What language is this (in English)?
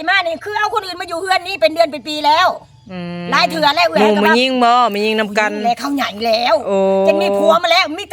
Northeastern Thai